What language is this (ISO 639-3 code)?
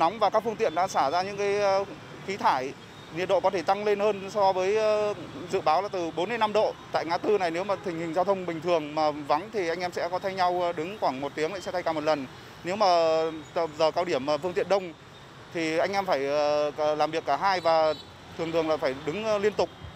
vie